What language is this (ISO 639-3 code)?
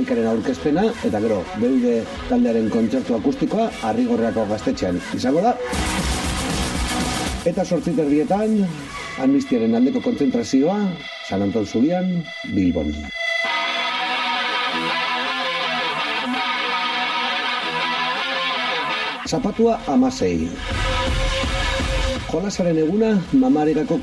eus